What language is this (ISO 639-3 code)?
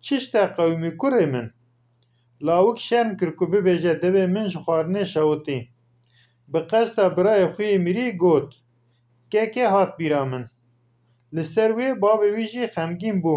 kur